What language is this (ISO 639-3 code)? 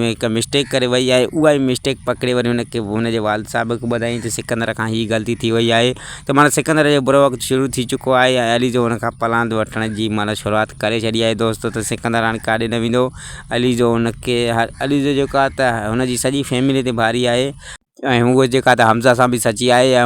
snd